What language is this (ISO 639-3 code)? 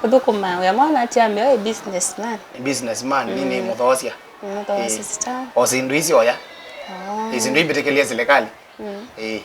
kam